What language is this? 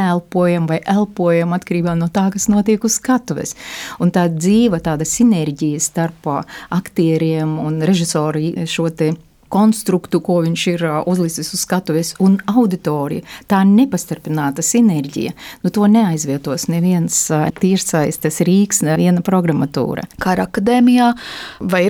Latvian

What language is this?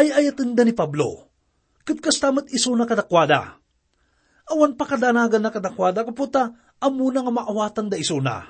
Iloko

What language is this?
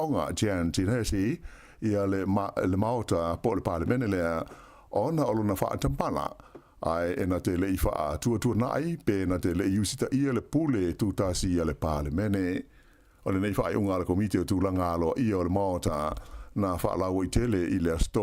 Samoan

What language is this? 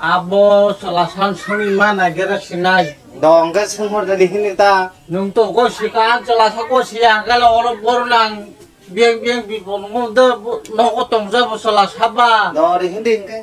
Kok Borok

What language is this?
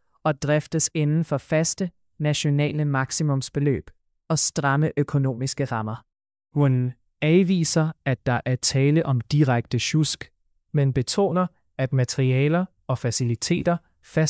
Danish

